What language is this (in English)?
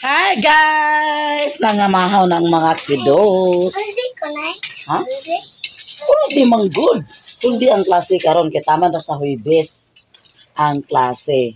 Cebuano